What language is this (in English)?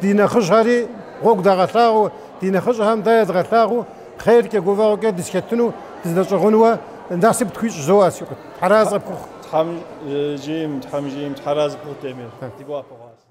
Kabardian